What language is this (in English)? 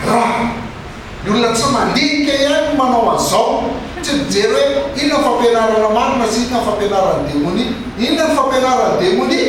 Malagasy